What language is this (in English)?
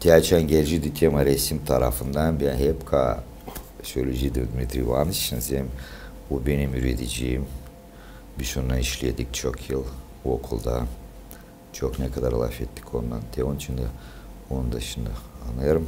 Gagauz